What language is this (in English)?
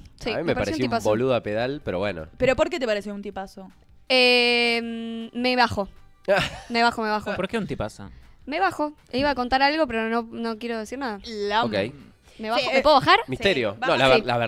Spanish